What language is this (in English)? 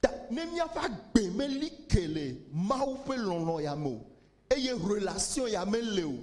Ewe